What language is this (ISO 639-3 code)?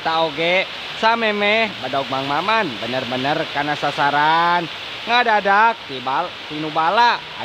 sun